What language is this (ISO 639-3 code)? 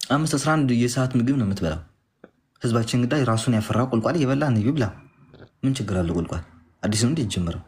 amh